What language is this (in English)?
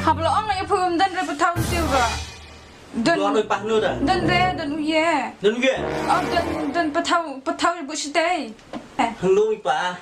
Khasi